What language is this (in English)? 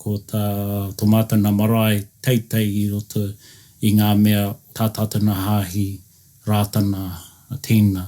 Māori